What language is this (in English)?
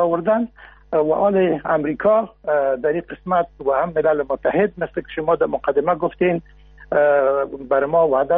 Persian